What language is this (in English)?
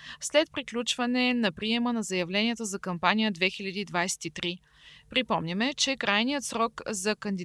Bulgarian